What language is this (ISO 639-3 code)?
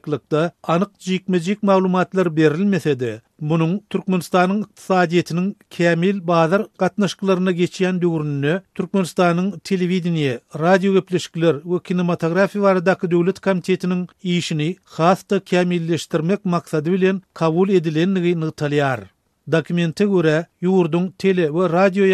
tuk